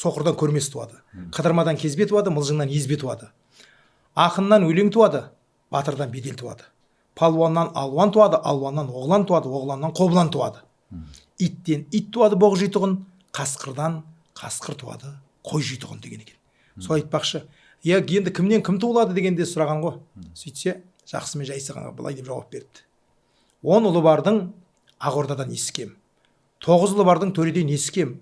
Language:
Kazakh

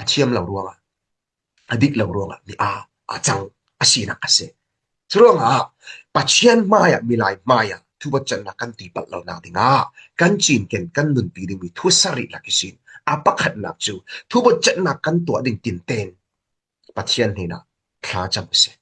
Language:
Falam Chin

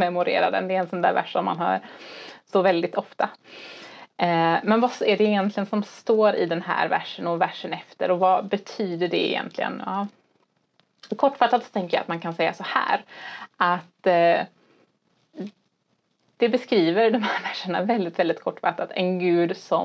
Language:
Swedish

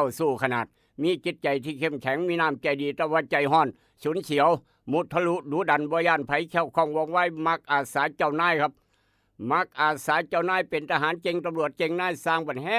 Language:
Northeastern Thai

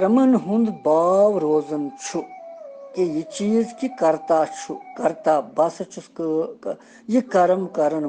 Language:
Kashmiri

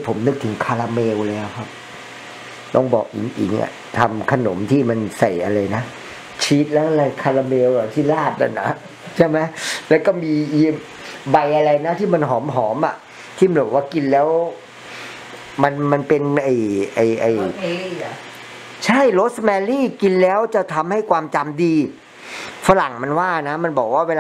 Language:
Thai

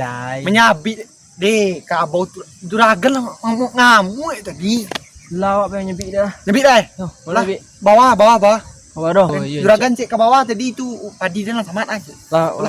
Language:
Minangkabau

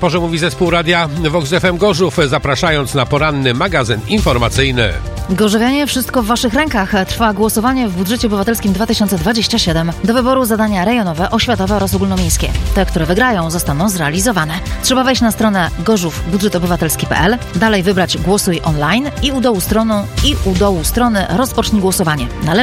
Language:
Polish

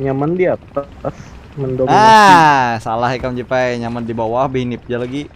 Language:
Banjar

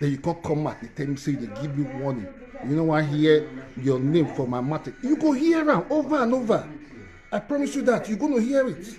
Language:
Nigerian Pidgin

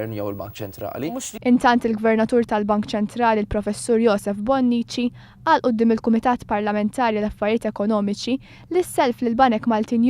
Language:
Maltese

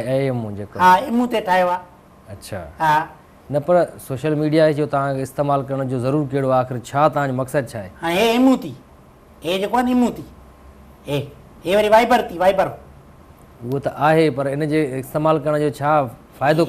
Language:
Sindhi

